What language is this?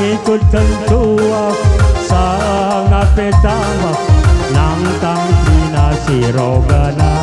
Batak Karo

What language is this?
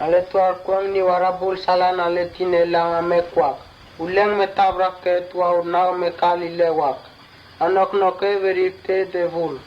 Mota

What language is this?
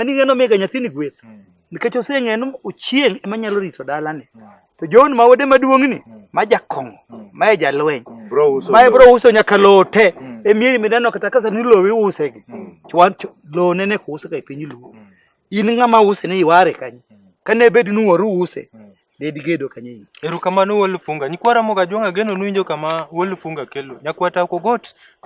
Luo (Kenya and Tanzania)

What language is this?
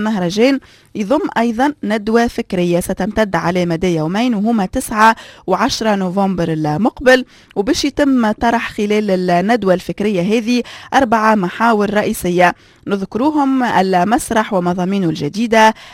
Moroccan Arabic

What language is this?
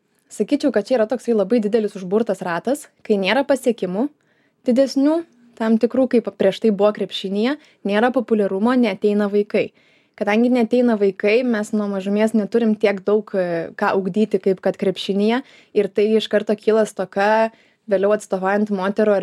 Lithuanian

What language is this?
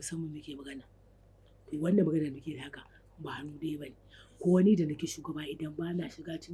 Hausa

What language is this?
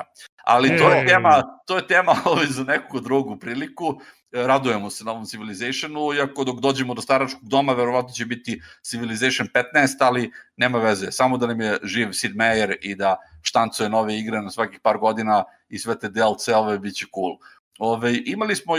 Serbian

